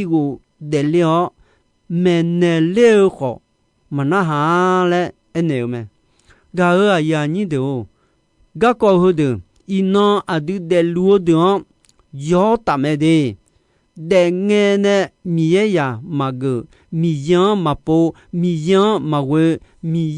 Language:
Akha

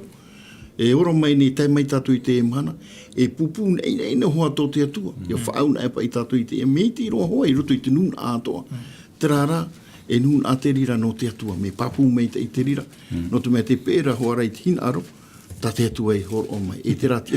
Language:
Tahitian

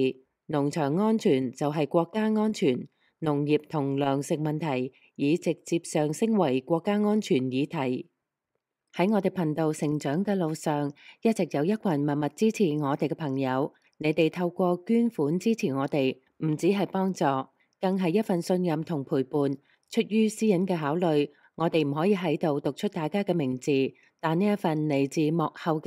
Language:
Cantonese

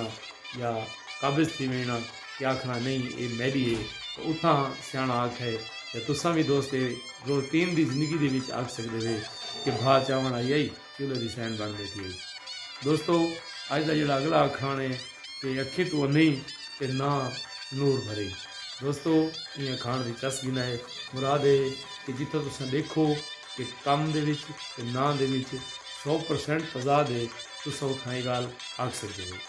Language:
Saraiki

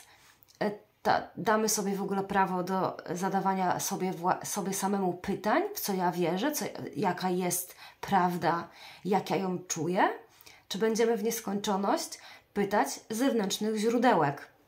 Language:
Polish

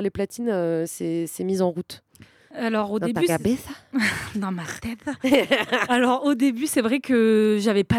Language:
French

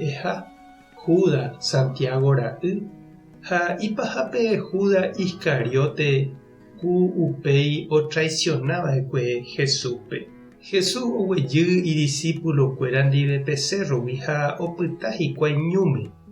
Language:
Guarani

